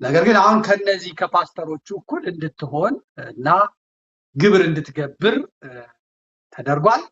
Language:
Amharic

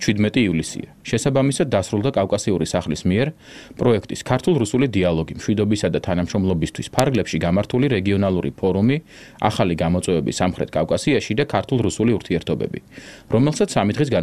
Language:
Georgian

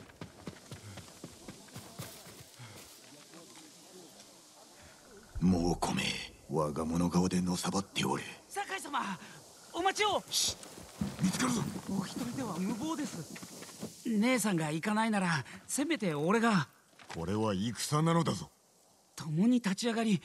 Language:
Japanese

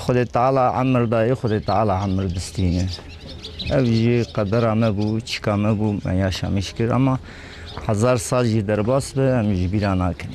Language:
Kurdish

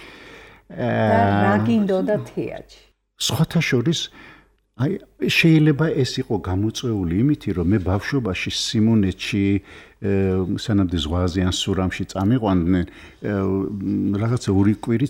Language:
Georgian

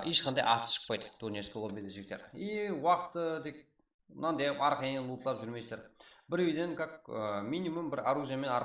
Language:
Kara-Kalpak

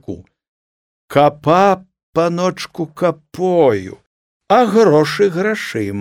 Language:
Belarusian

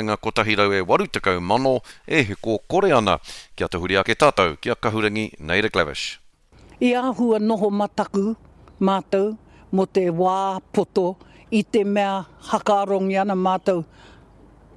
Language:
Māori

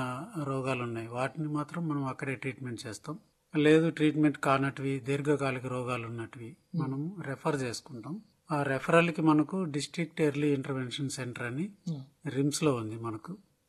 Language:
Telugu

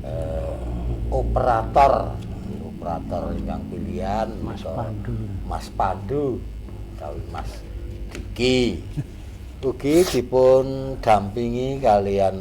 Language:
Javanese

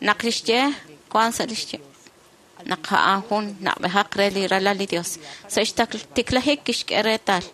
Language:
Kekchí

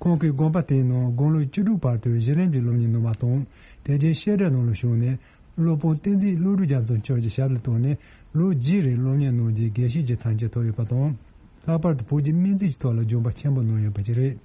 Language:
Tibetan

